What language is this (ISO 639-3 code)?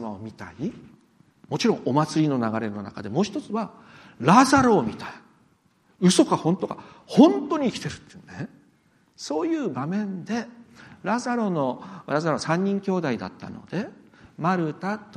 jpn